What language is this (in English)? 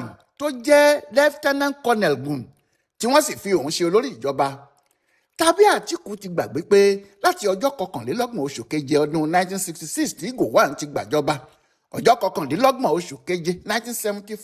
Yoruba